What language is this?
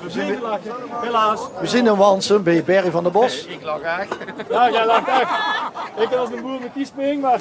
Limburgish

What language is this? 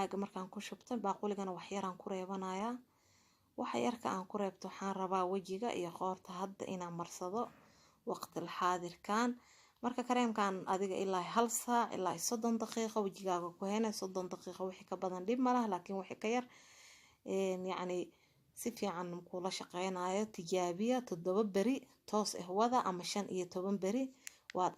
Somali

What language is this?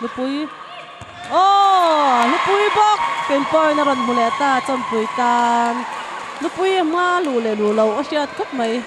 Mizo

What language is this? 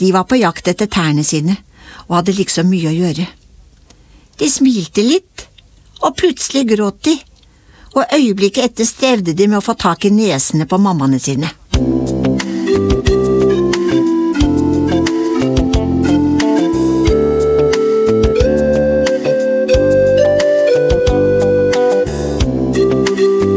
Norwegian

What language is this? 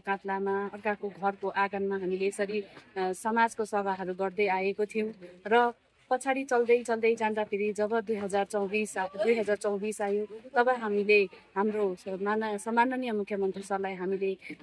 Nepali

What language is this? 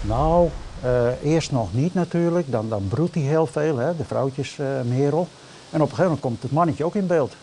Western Frisian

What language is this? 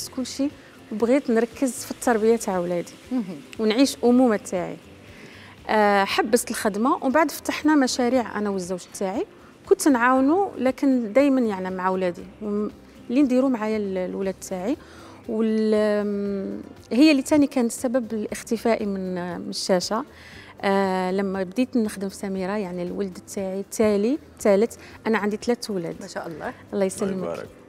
Algerian Arabic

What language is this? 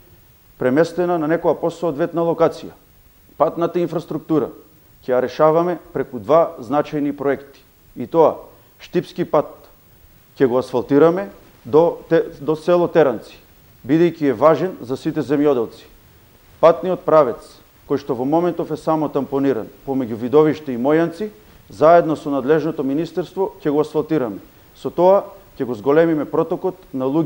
Macedonian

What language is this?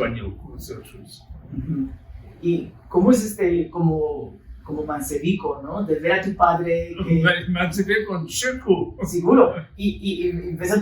Ladino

